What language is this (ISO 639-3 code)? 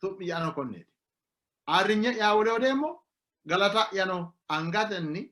sid